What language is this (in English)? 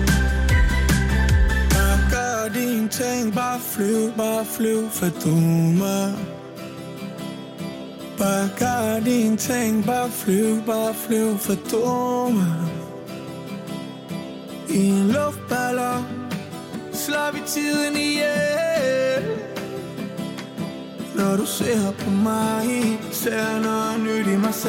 Danish